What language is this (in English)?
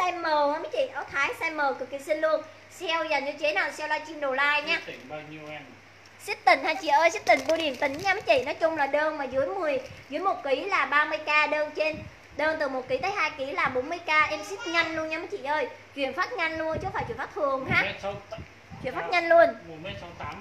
Vietnamese